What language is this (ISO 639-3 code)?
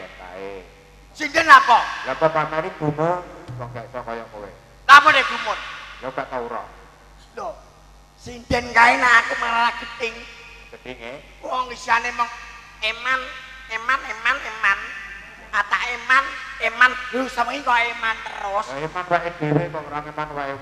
jav